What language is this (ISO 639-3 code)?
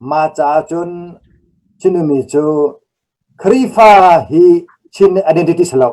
cnh